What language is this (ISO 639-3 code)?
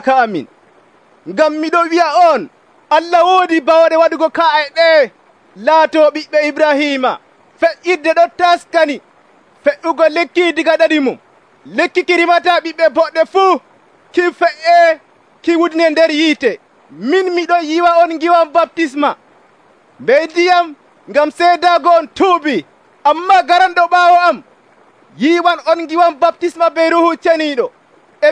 fuv